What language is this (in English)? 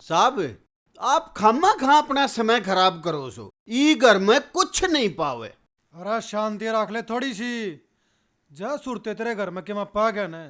Haryanvi